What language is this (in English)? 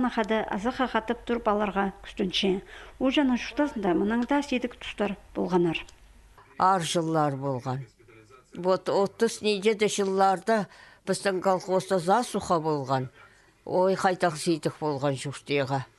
Khakas